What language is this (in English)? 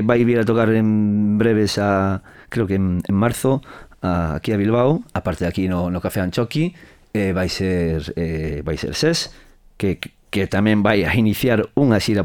Galician